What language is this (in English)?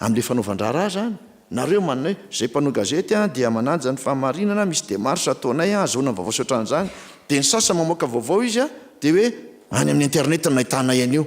Malagasy